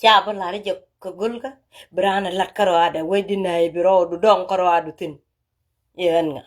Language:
Nuer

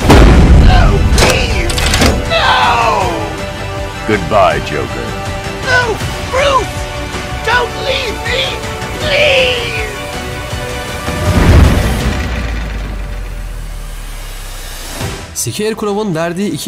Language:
Turkish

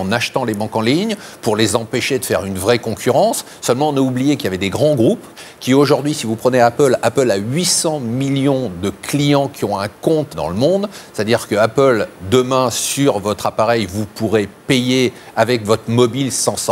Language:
French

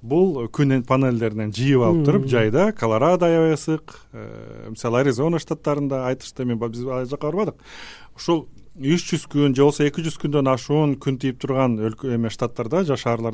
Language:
Kyrgyz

